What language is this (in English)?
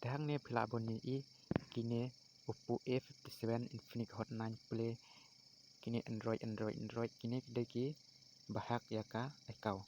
Khasi